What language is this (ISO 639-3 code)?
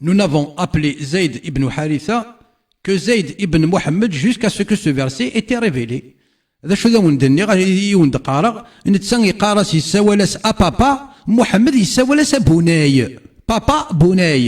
kab